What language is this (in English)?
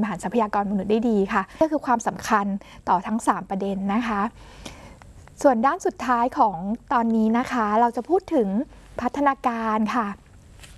Thai